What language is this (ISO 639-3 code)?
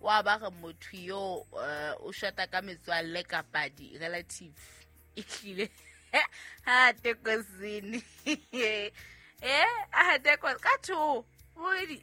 sot